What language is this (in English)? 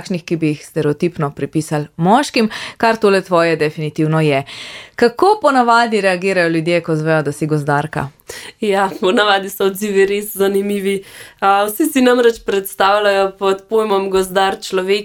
Slovenian